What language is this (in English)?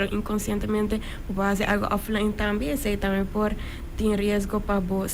Papiamento